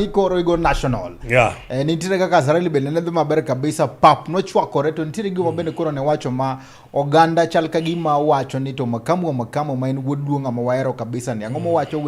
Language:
Luo (Kenya and Tanzania)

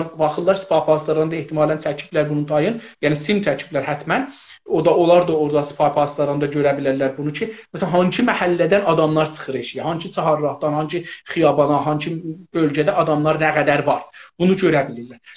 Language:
South Azerbaijani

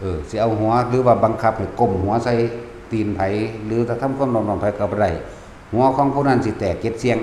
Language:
Northeastern Thai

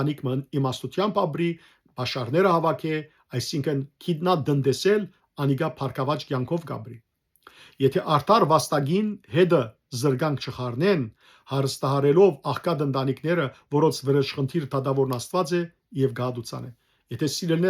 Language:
Western Armenian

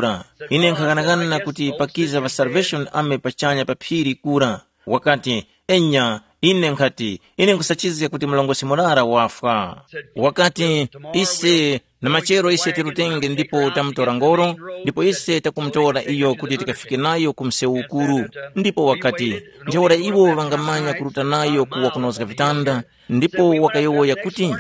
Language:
Tumbuka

